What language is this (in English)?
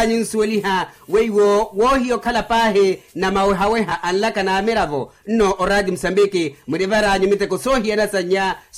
Makhuwa